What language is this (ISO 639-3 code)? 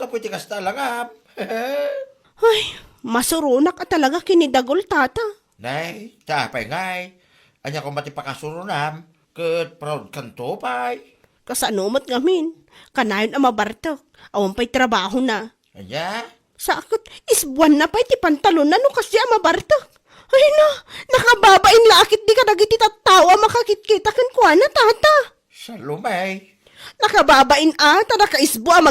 ilo